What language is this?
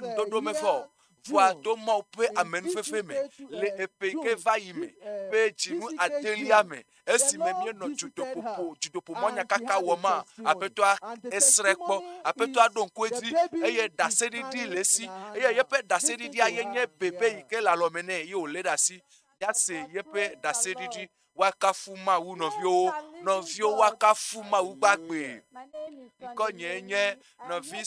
Ewe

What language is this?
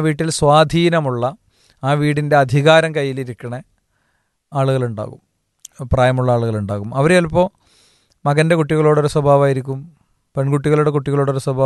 Malayalam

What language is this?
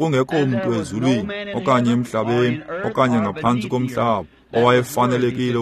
Xhosa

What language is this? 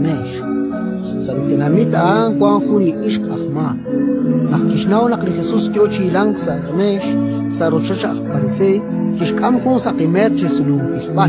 Kekchí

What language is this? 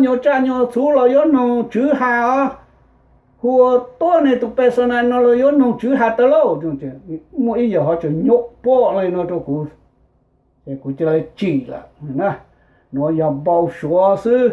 Hmong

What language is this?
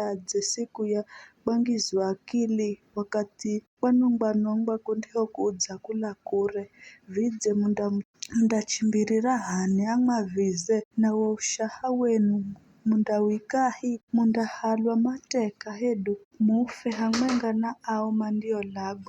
Giryama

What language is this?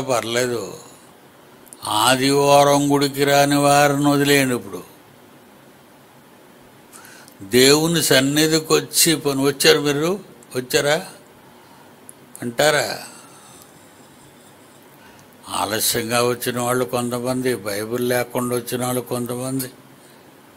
Telugu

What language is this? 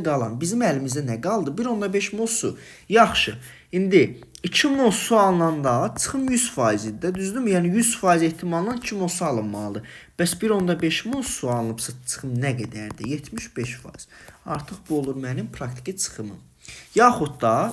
Azerbaijani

